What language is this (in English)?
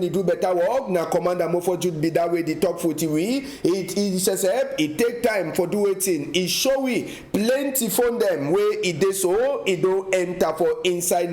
Cameroon Pidgin